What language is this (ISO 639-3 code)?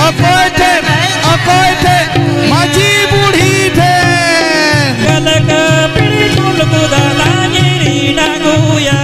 sat